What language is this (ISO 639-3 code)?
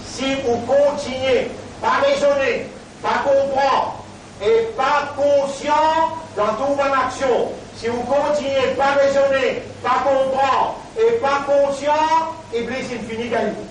mfe